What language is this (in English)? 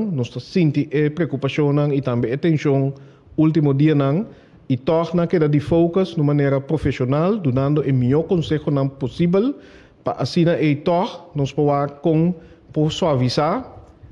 Papiamento